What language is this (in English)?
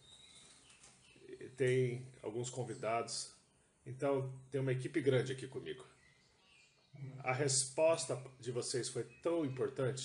Portuguese